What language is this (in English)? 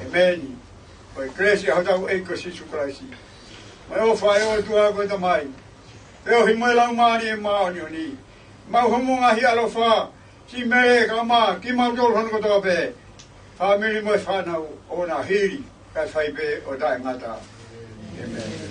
Tongan